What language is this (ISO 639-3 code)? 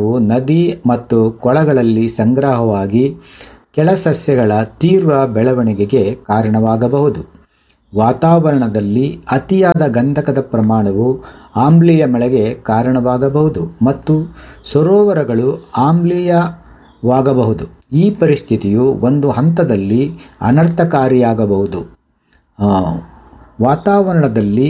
kan